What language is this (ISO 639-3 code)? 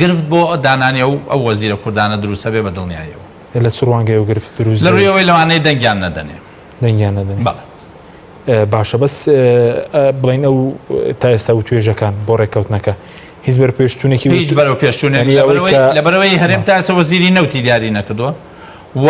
ckb